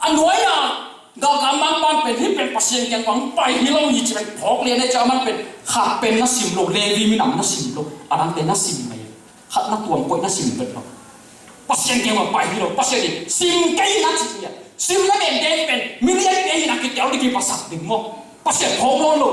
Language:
Tedim Chin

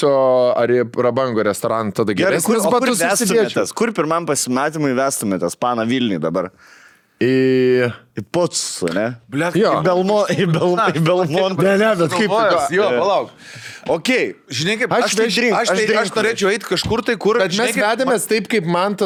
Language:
Lithuanian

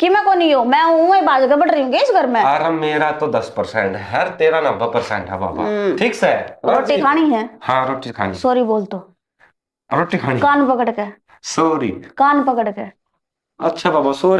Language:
Haryanvi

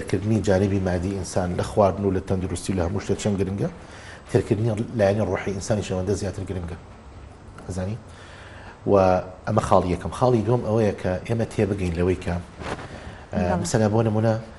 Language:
Central Kurdish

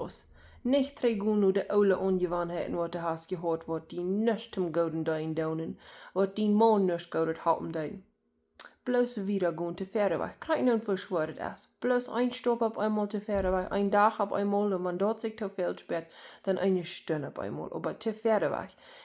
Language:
Plautdietsch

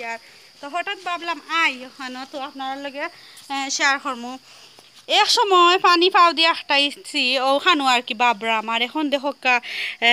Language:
Sylheti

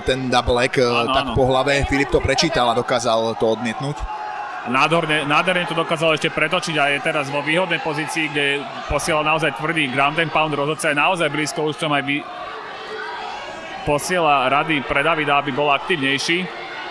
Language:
Slovak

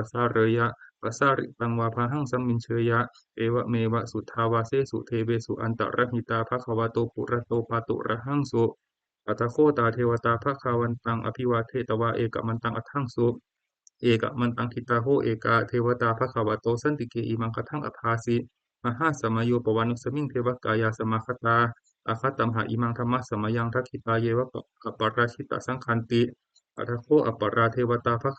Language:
Pali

